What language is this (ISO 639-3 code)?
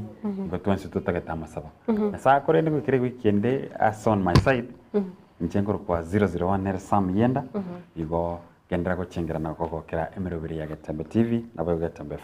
guz